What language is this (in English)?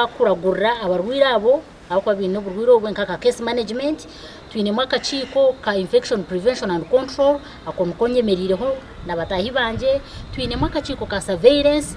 Nyankole